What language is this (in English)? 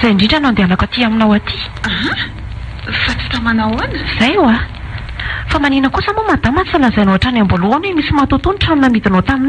Malagasy